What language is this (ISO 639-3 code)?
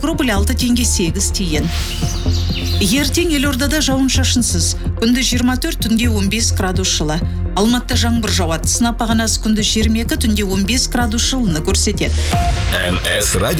kaz